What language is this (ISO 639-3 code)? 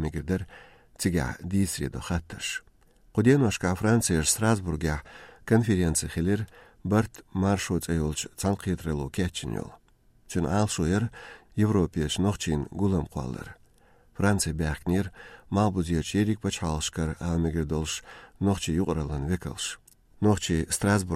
che